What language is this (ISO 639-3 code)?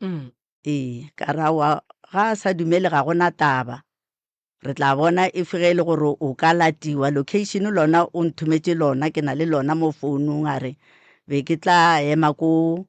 nso